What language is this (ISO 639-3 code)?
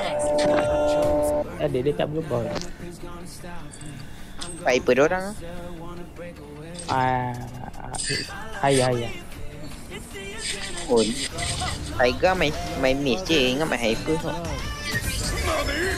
msa